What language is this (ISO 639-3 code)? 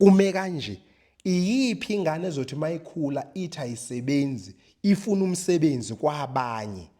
zul